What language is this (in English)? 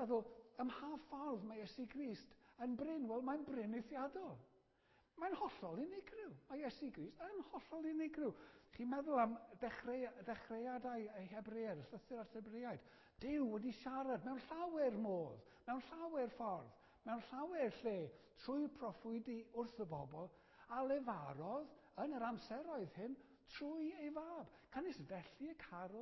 Welsh